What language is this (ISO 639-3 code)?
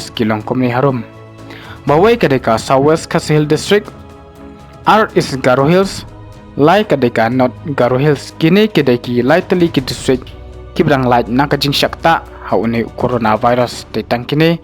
kha